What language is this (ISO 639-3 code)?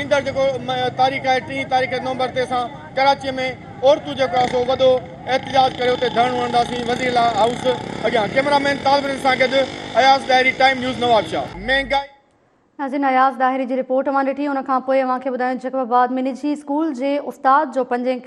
snd